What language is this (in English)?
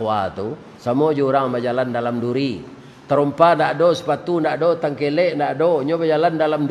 Minangkabau